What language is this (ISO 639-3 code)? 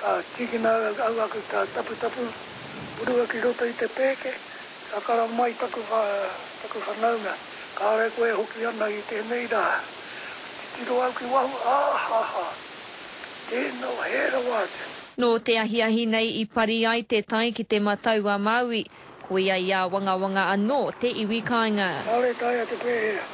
mri